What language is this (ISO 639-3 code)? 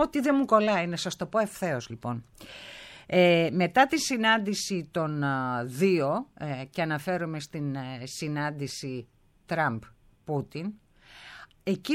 ell